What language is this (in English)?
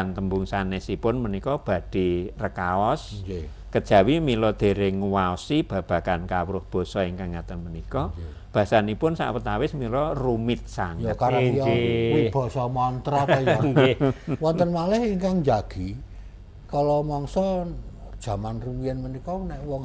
Javanese